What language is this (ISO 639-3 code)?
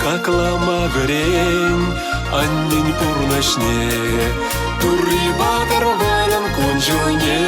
chv